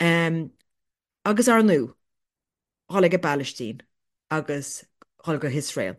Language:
Irish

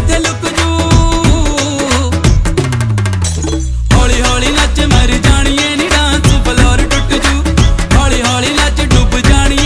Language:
Punjabi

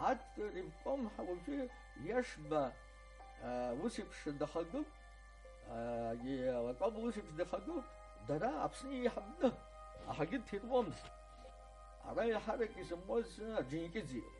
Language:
Abkhazian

